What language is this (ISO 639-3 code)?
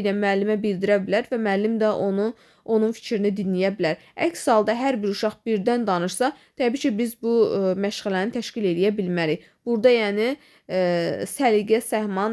aze